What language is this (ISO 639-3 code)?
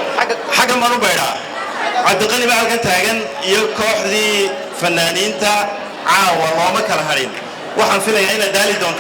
som